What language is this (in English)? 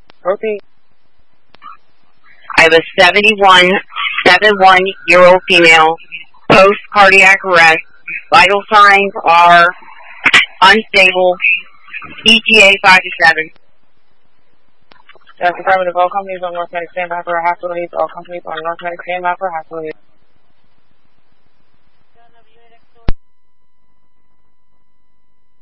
English